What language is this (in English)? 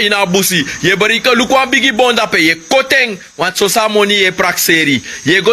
Sranan Tongo